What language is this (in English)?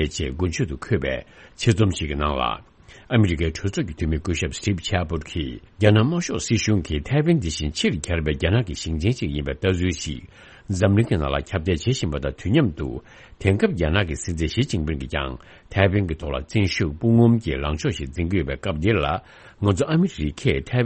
Tibetan